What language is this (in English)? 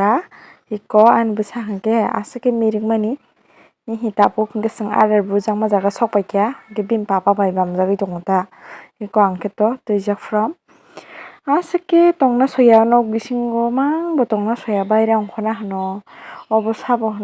Kok Borok